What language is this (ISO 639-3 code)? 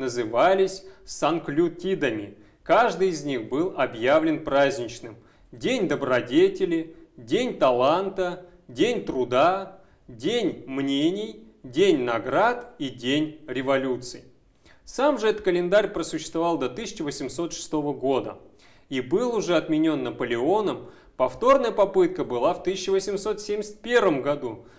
rus